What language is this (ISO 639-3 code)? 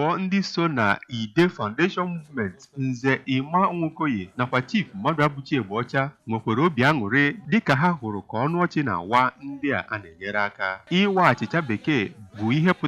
ibo